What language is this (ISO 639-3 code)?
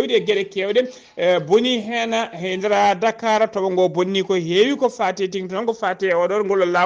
ful